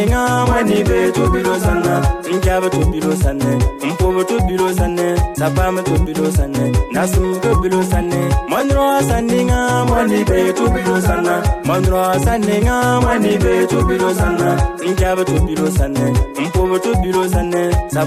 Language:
Bimoba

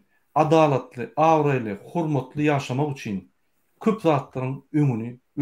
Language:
Turkmen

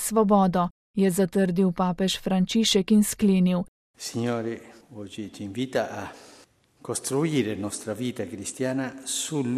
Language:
Slovenian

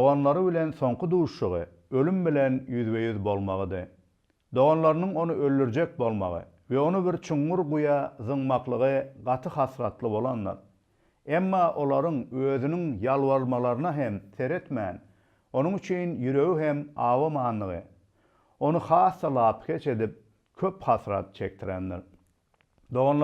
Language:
Turkmen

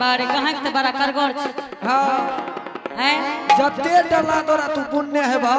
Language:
Angika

